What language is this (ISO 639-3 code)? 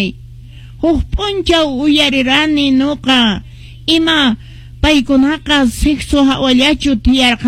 que